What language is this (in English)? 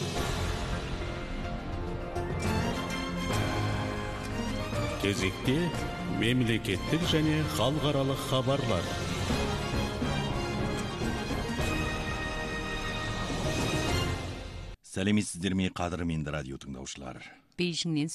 Kazakh